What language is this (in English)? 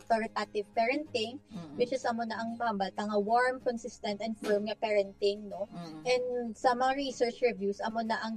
Hiligaynon